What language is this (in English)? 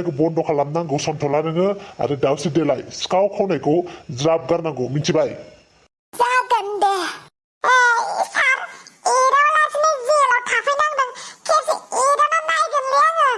Bodo